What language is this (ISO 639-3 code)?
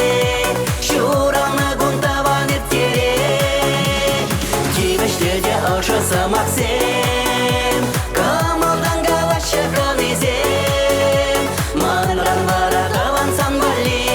chv